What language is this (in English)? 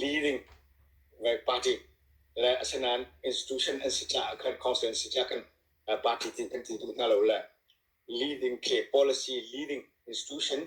Hakha Chin